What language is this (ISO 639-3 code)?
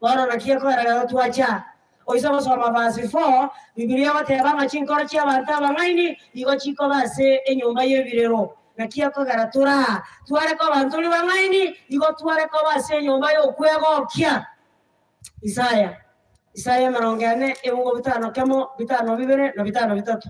guz